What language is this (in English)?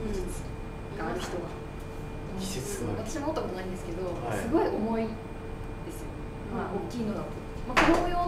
Japanese